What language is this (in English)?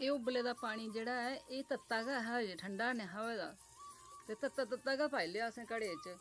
Dogri